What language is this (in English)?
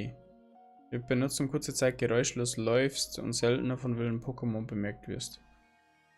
Bavarian